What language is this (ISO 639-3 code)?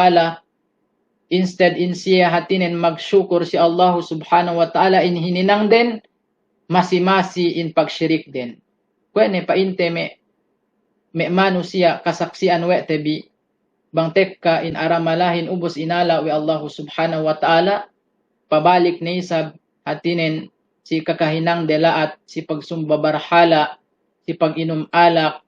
yka